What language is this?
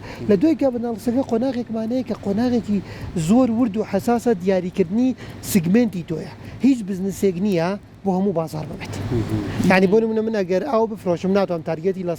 Central Kurdish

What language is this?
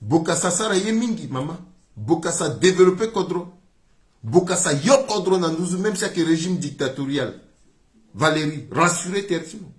Sango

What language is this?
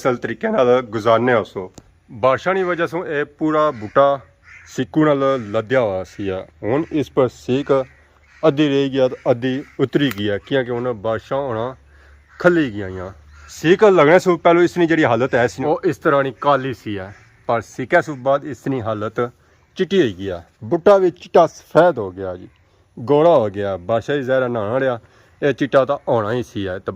Pahari-Potwari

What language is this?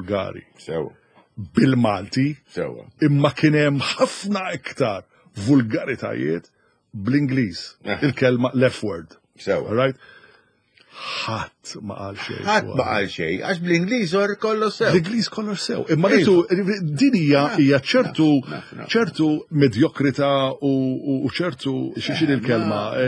Maltese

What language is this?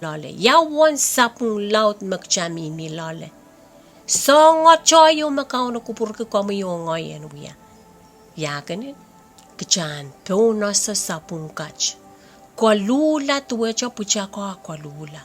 Pohnpeian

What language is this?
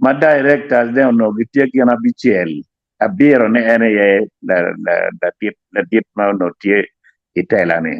Acoli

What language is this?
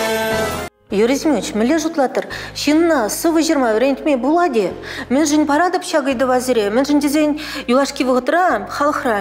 Chuvash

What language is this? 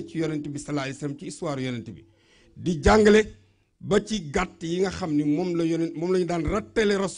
Wolof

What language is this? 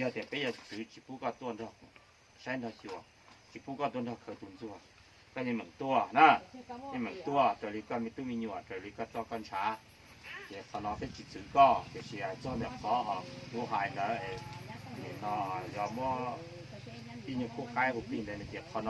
Hmong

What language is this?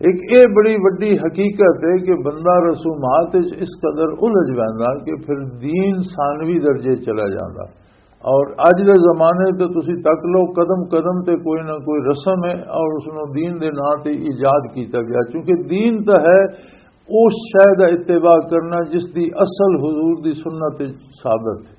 Western Panjabi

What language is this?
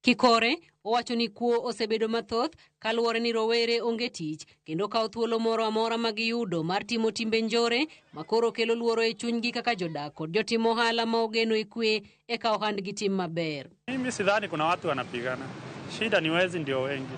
Luo (Kenya and Tanzania)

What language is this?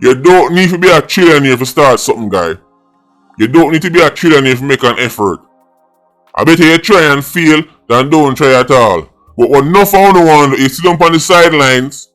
Jamaican Creole English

